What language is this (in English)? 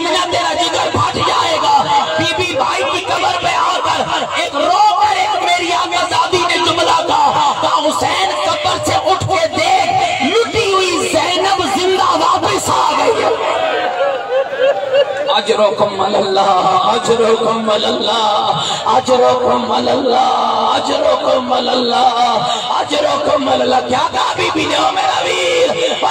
Urdu